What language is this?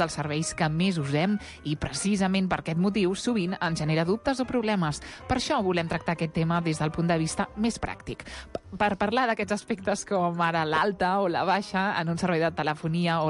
Catalan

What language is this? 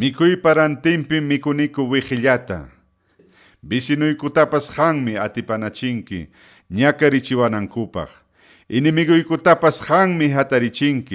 Ayacucho Quechua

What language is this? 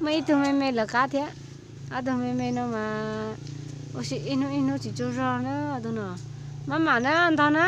Hmong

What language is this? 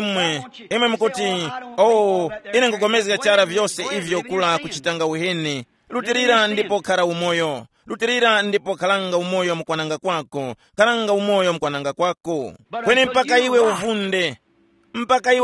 Tumbuka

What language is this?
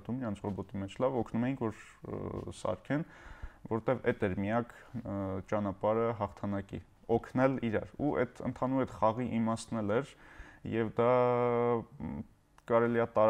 Armenian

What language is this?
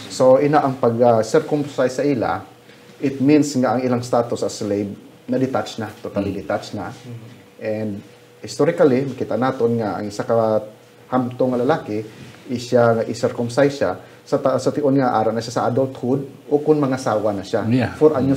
Hiligaynon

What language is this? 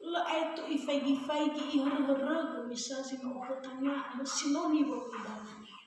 Nias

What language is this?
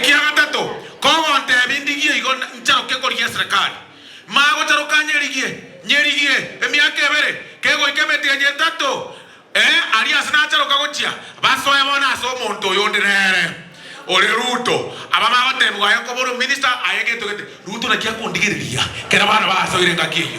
Gusii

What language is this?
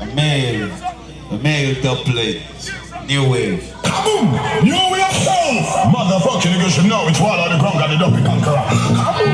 Jamaican Creole English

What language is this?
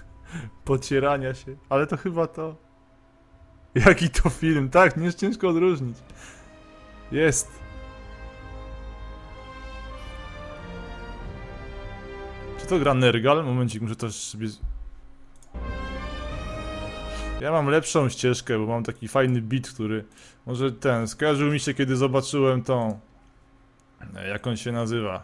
Polish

